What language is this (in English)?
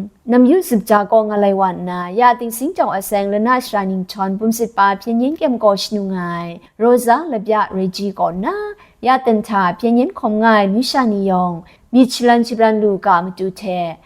Kachin